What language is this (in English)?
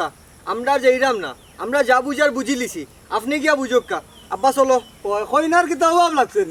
Sylheti